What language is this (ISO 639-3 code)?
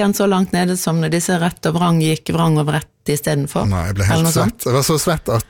nor